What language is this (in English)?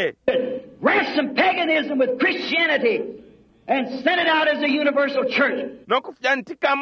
Bemba